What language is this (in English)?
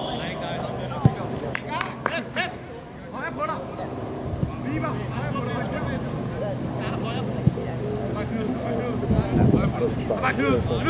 Danish